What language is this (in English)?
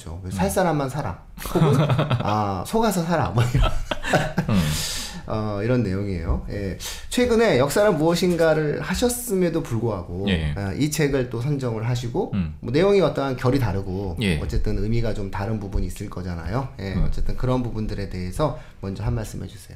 Korean